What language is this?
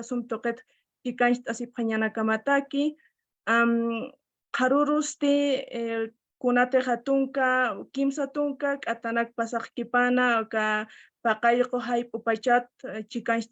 Aymara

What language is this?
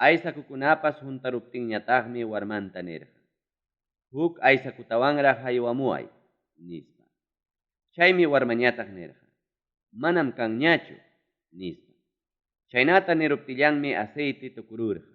Ayacucho Quechua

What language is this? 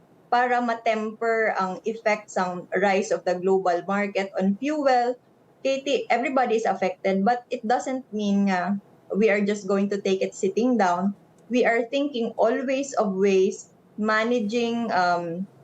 Hiligaynon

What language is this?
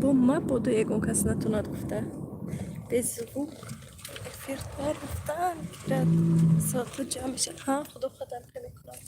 Tajik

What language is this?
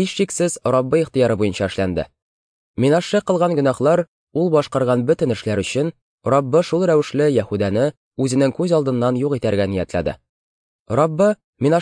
Tatar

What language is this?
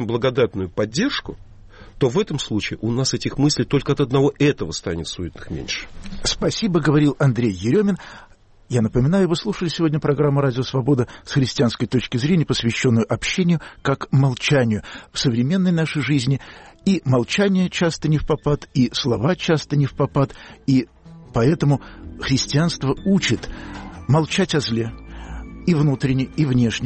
Russian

